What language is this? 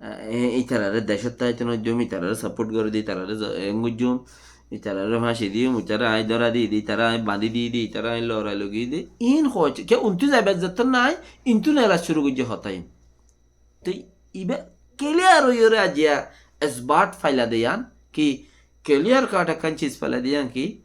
Rohingya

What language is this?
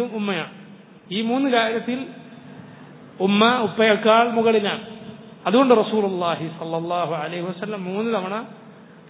Malayalam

